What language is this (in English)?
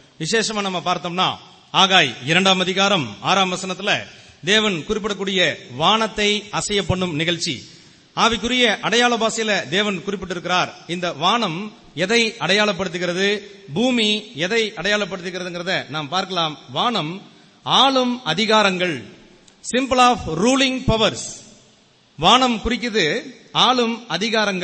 Tamil